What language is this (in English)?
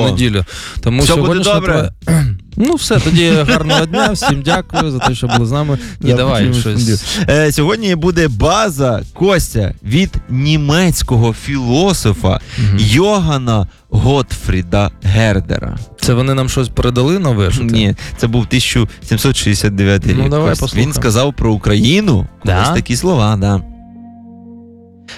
Ukrainian